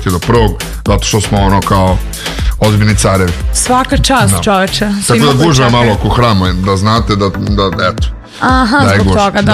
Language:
Serbian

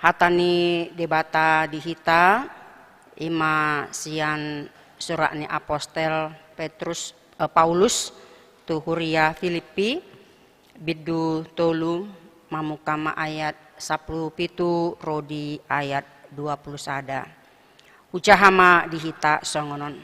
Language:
Batak Toba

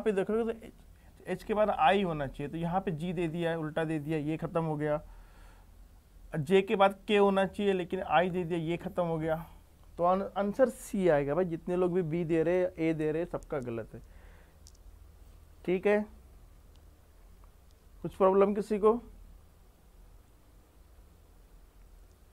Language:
Hindi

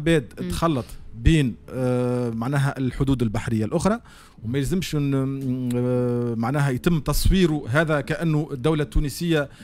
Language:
Tunisian Arabic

